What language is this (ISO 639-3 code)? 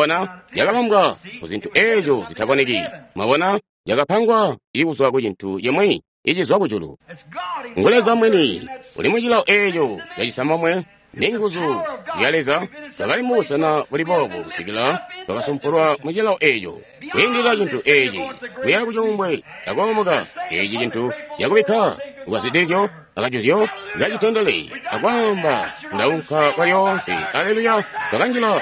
toi